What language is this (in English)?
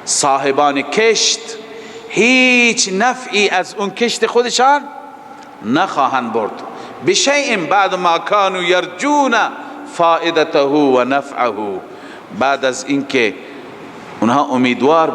Persian